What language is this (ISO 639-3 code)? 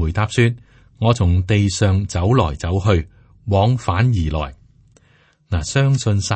yue